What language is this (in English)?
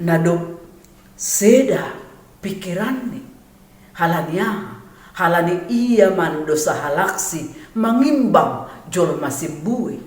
Batak Simalungun